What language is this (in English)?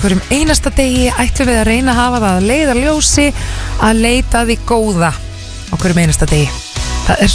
Icelandic